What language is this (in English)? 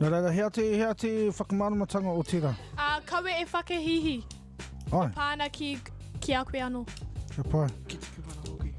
Māori